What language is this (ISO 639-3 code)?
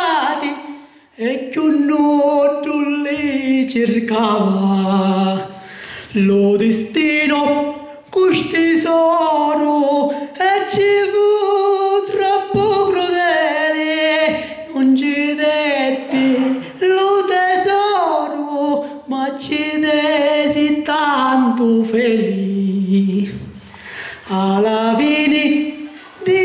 scn